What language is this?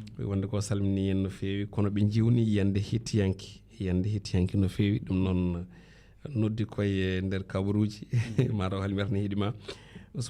Fula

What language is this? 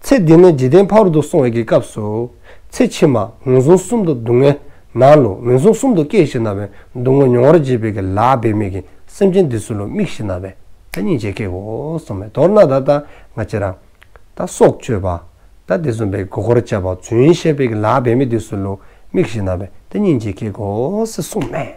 Dzongkha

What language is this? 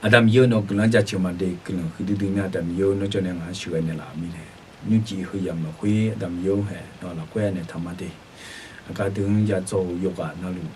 Akha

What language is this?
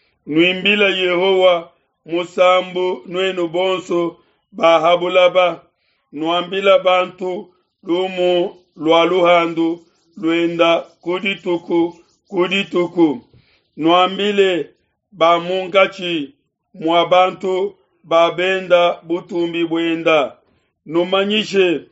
Luba-Lulua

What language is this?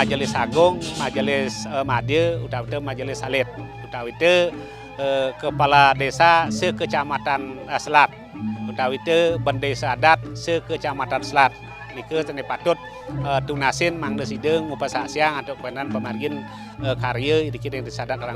Balinese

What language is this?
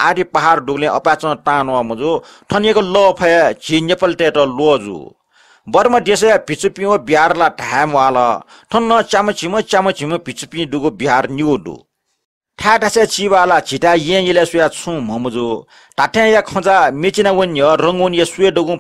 Newari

